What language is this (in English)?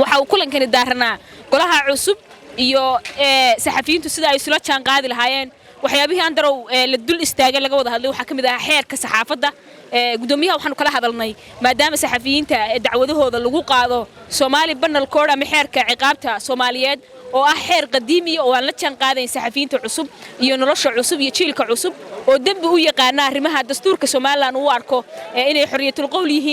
Somali